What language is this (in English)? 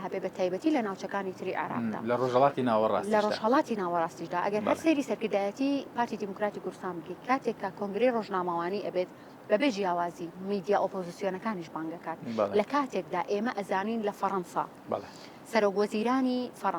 Central Kurdish